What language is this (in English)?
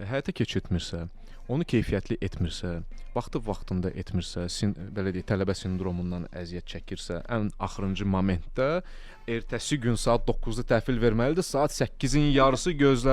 Azerbaijani